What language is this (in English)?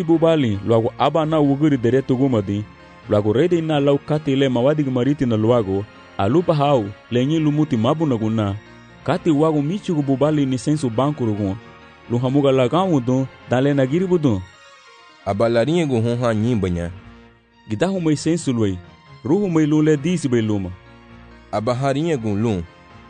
Garifuna